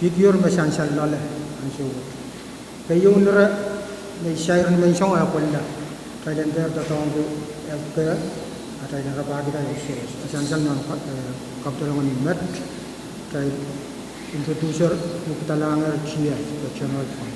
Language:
Pohnpeian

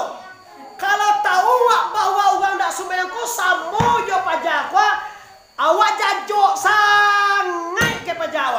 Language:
Minangkabau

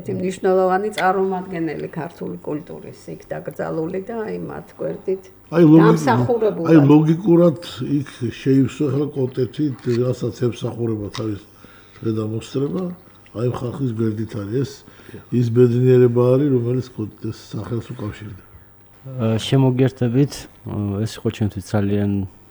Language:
Georgian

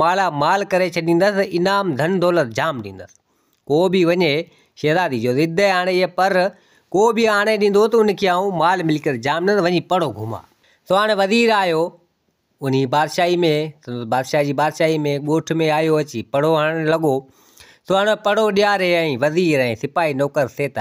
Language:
Sindhi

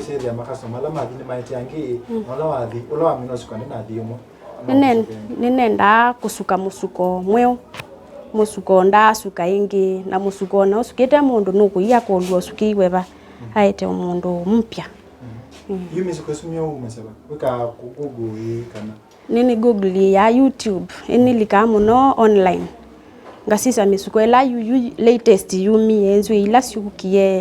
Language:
Kamba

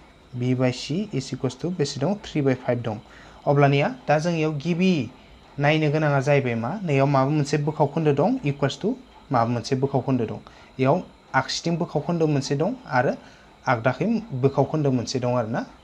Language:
Bodo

